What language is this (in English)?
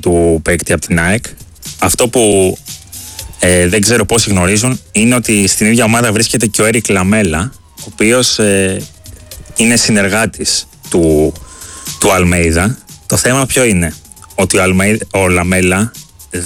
Greek